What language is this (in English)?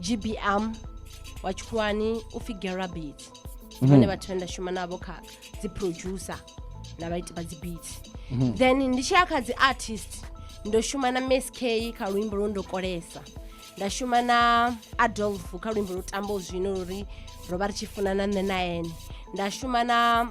Venda